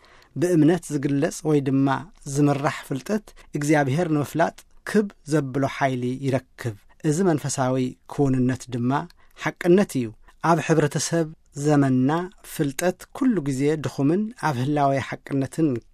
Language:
Tigrinya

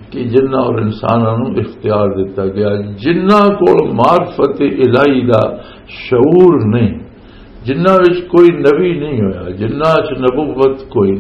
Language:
Western Panjabi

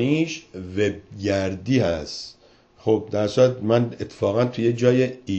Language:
Persian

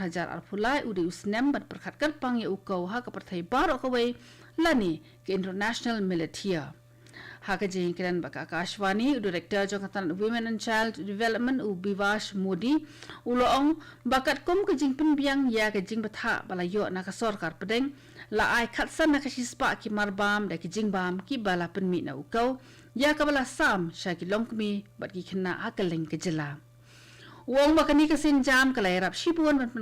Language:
Khasi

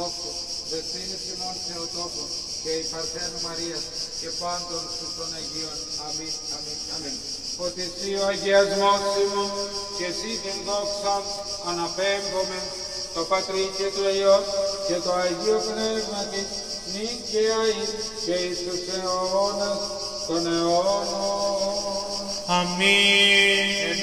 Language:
Greek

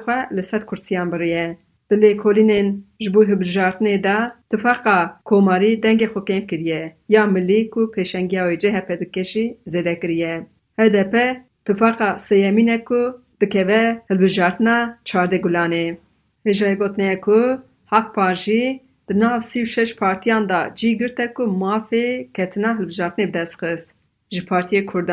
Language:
Kurdish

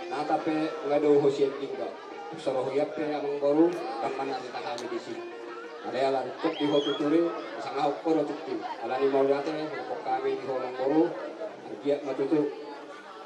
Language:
Batak Toba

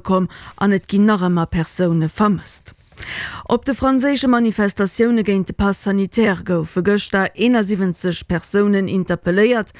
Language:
Luxembourgish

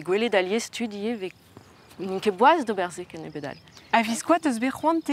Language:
Breton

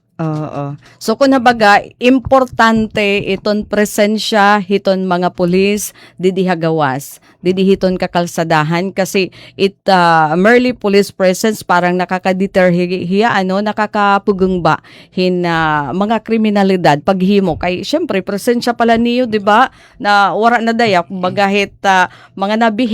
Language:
Waray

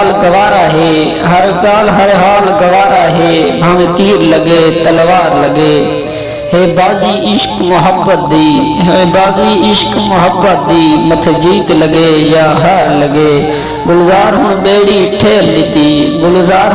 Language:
Saraiki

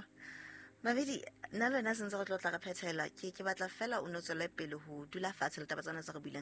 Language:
Southern Sotho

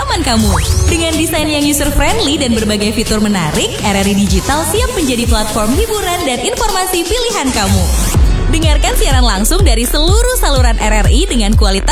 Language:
Indonesian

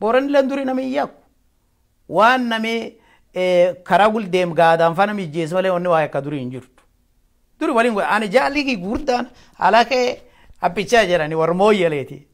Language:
Oromo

